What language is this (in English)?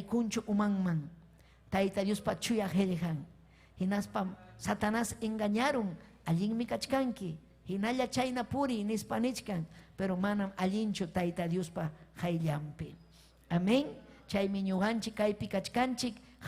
Ayacucho Quechua